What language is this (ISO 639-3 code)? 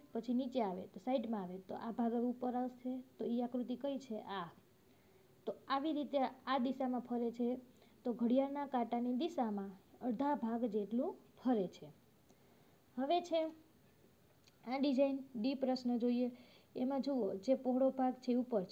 guj